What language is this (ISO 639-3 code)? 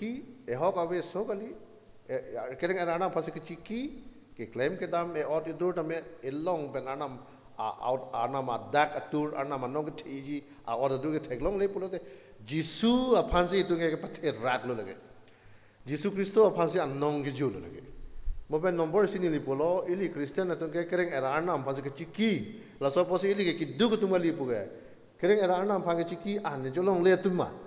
mjw